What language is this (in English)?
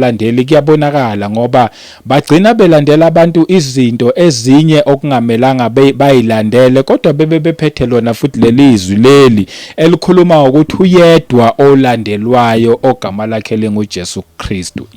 Zulu